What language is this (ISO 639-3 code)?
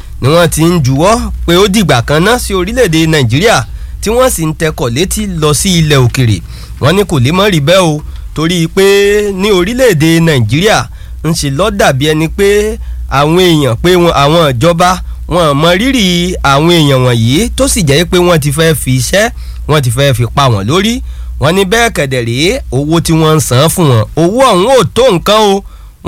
yor